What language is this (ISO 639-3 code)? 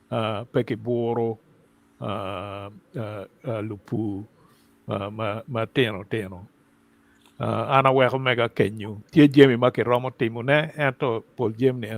ach